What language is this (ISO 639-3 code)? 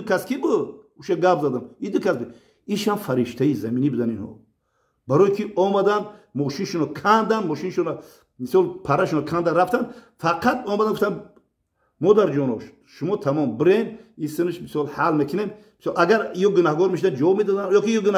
tgk